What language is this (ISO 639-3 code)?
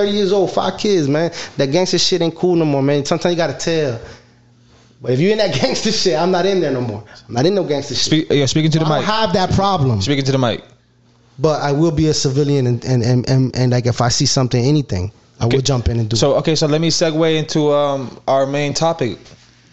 eng